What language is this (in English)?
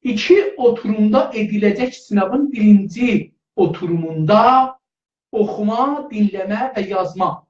South Azerbaijani